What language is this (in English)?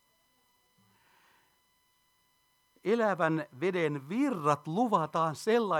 Finnish